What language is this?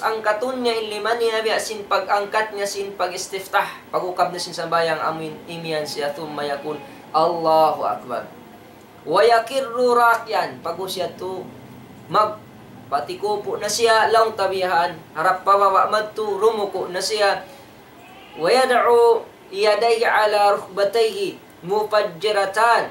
Tausug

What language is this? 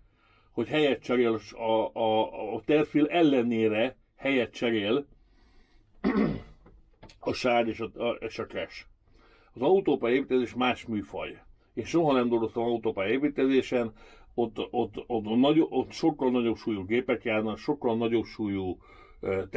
Hungarian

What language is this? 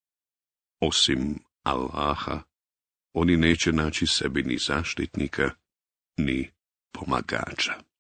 Bosnian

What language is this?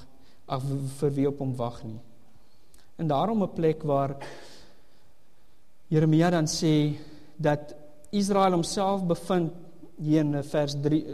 Afrikaans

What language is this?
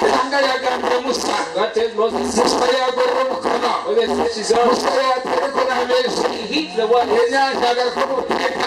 Nyankole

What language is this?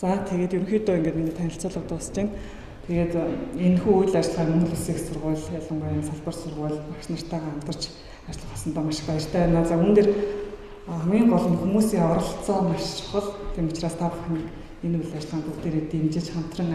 Mongolian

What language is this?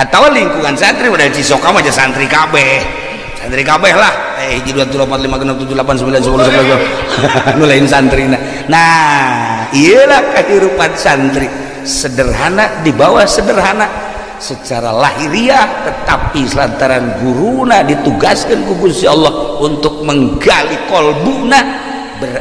Sundanese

